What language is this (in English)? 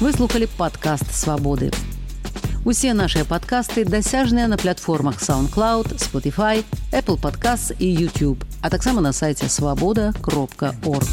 Belarusian